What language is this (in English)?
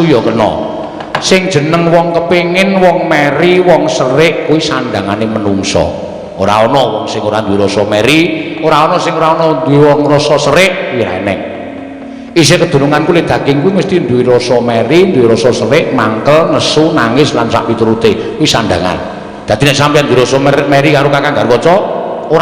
Javanese